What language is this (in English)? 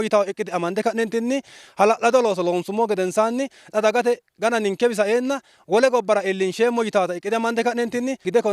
Sidamo